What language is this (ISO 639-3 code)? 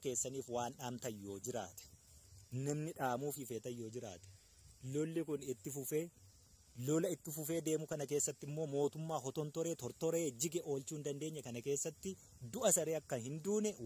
orm